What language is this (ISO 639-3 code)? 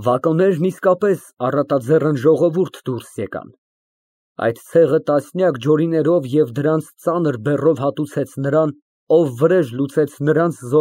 hye